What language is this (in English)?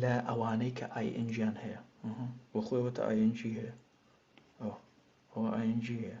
Central Kurdish